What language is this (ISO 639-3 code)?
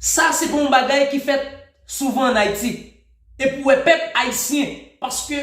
hat